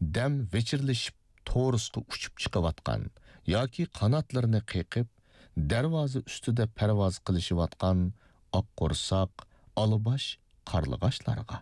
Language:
Uyghur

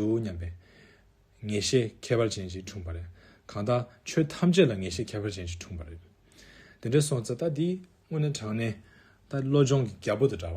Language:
Tibetan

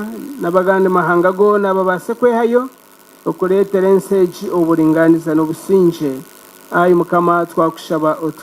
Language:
Nyankole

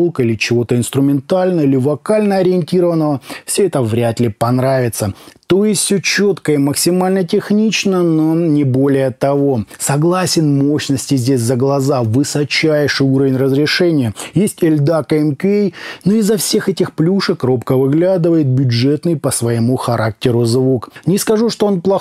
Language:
Russian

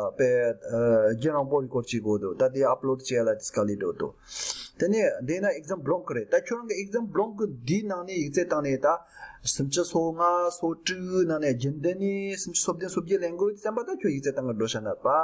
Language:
Tibetan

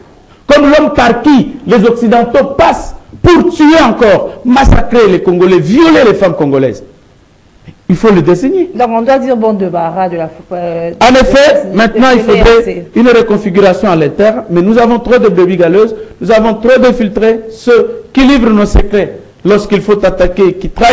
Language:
French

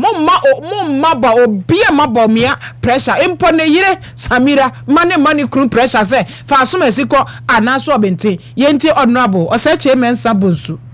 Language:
Akan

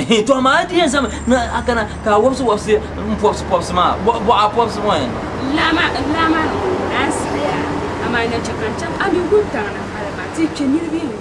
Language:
Dagbani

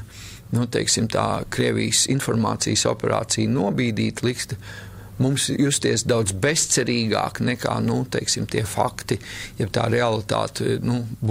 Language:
Latvian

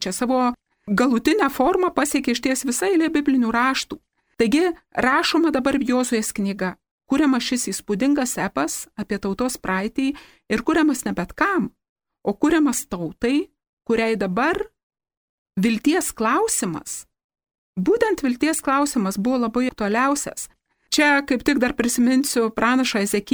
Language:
Lithuanian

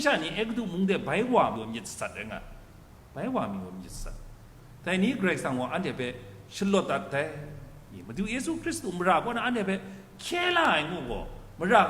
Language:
Kachin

